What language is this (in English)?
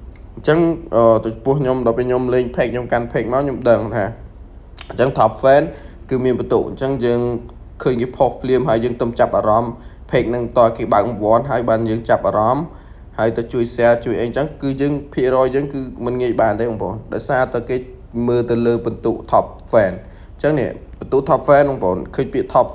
Khmer